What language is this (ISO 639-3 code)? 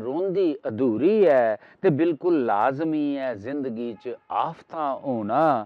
doi